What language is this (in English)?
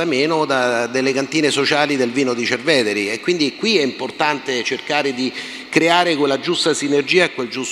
Italian